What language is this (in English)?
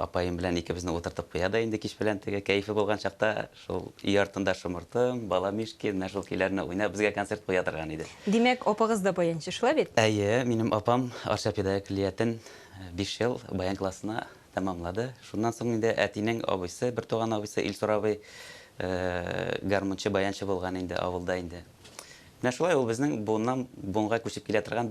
Tatar